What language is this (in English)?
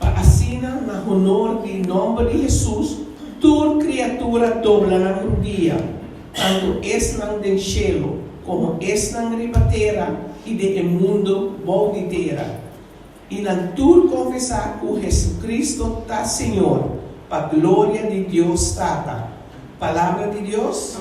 Papiamento